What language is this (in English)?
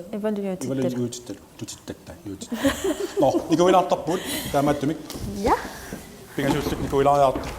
Kalaallisut